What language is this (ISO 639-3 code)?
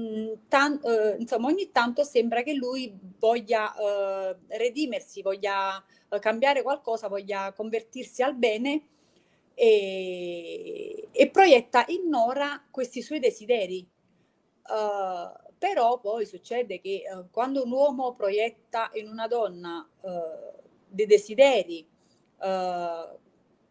ita